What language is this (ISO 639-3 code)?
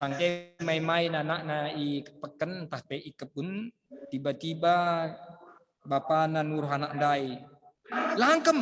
btx